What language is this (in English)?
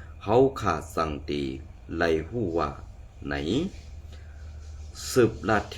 Shan